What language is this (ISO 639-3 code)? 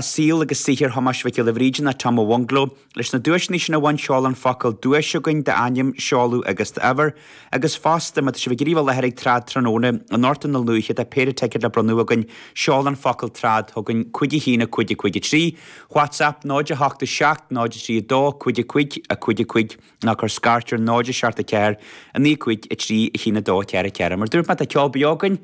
gle